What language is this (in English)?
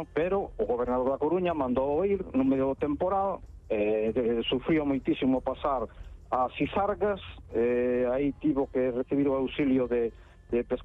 Galician